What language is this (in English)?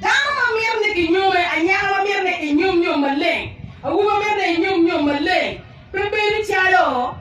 Acoli